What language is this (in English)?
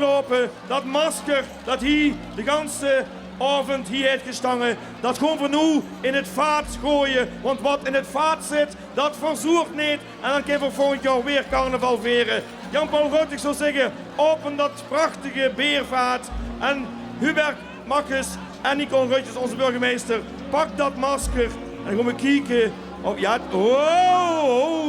Limburgish